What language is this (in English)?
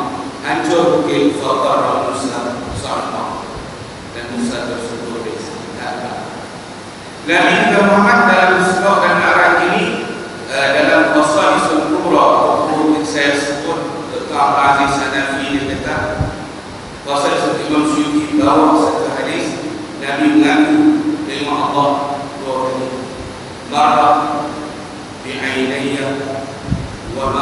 Malay